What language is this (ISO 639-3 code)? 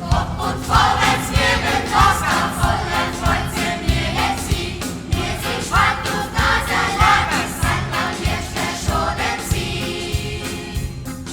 gsw